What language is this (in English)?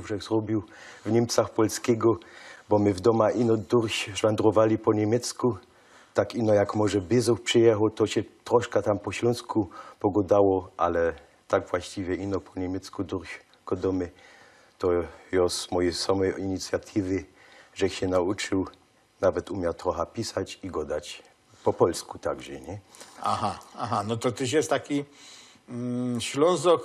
Silesian